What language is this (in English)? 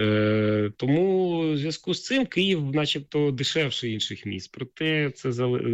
Ukrainian